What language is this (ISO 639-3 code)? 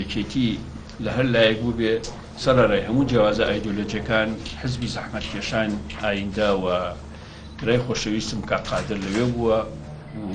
ckb